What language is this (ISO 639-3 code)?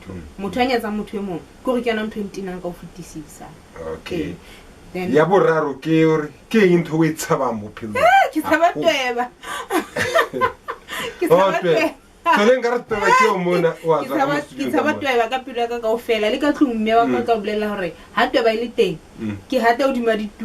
sot